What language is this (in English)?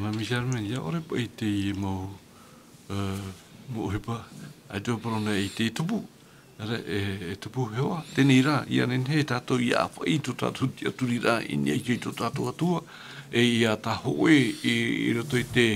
Tahitian